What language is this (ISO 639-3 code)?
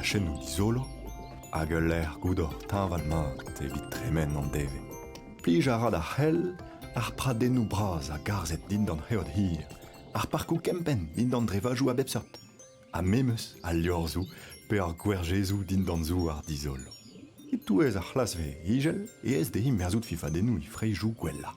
bre